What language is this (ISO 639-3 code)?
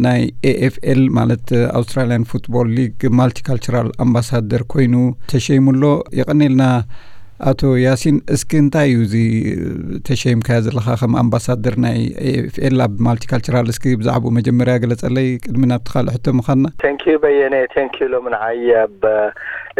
tir